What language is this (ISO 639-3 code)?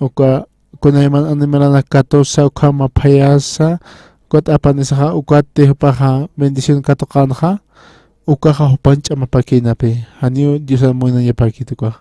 aym